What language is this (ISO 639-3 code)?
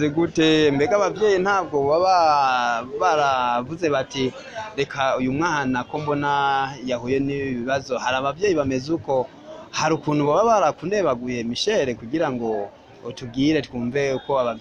run